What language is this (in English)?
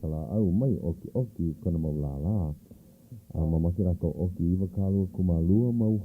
Hawaiian